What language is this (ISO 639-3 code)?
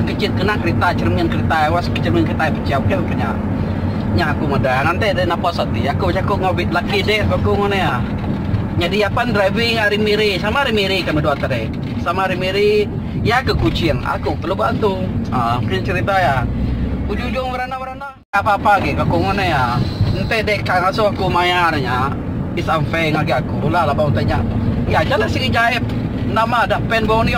iba